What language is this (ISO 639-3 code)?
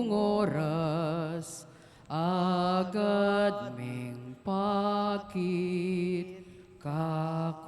pam